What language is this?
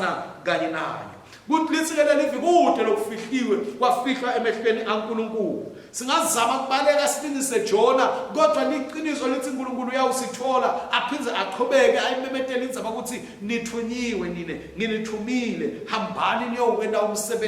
Swati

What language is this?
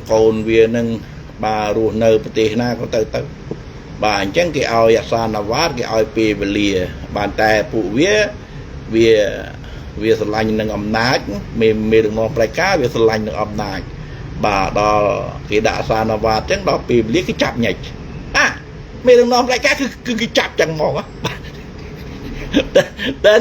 Khmer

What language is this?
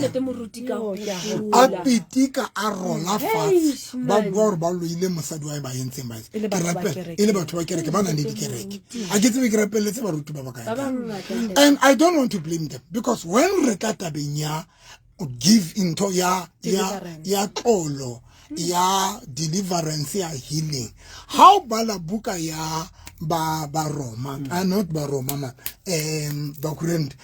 Southern Sotho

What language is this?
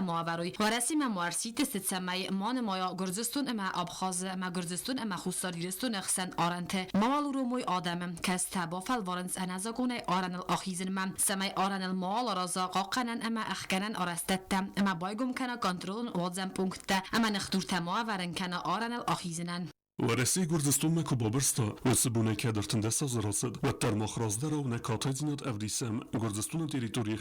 Ossetic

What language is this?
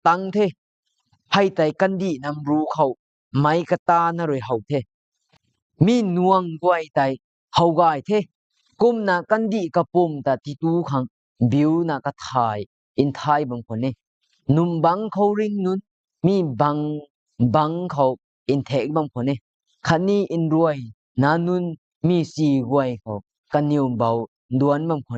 Rongmei Naga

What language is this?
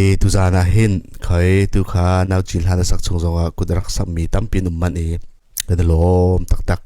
Hakha Chin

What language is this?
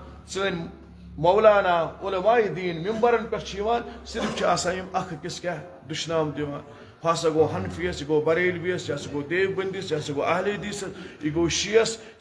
Kashmiri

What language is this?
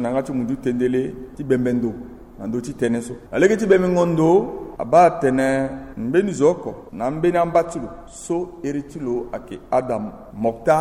Sango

